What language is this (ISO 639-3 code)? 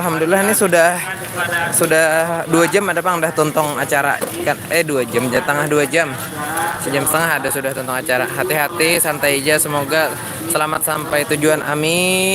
bjn